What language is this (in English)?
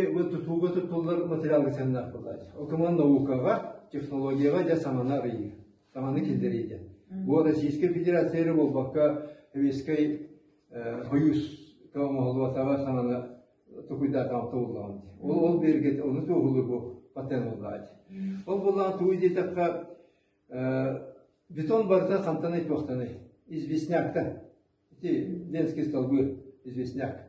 Yakut